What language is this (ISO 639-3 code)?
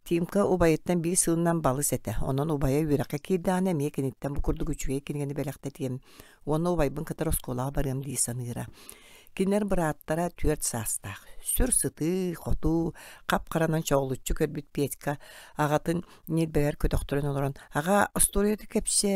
sah